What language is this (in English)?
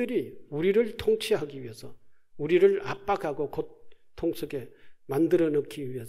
Korean